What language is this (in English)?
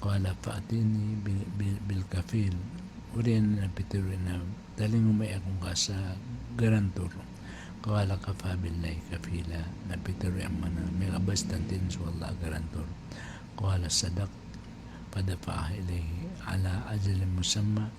Maranao